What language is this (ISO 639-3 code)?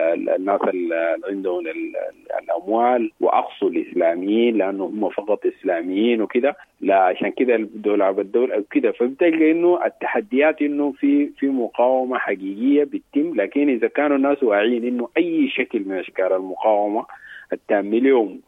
apd